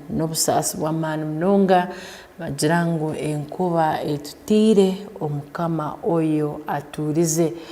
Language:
Tooro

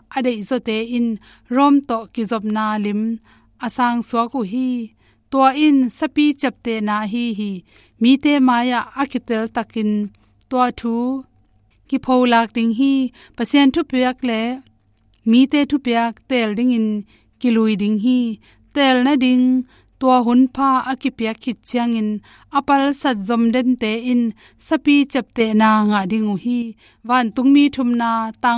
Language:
Tedim Chin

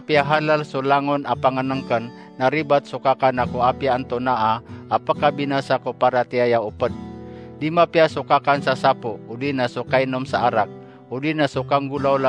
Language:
Maranao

